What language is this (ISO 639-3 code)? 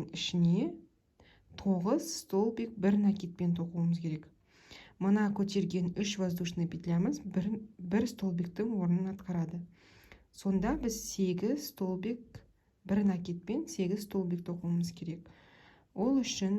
kaz